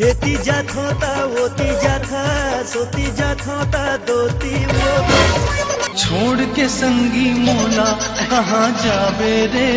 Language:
Chhattisgarhi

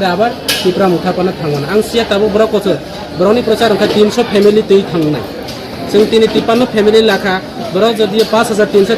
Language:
Kok Borok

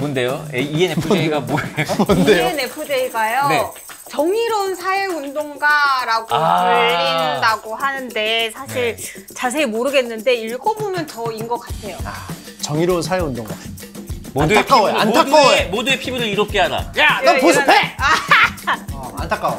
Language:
Korean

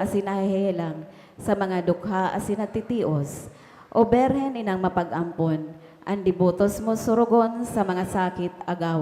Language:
Bikol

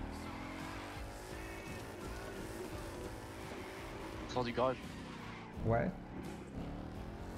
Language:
French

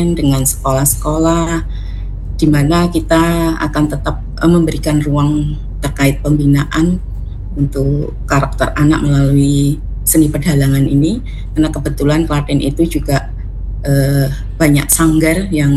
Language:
Indonesian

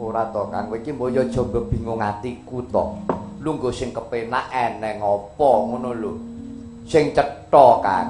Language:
Javanese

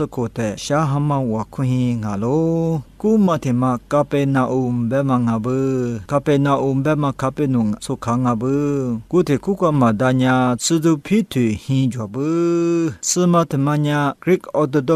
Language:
Lisu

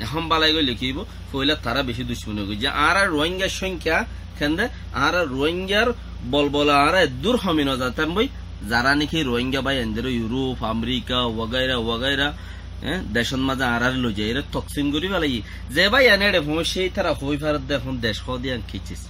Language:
Rohingya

